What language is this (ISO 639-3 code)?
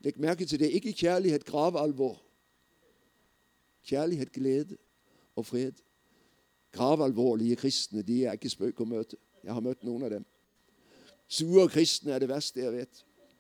nor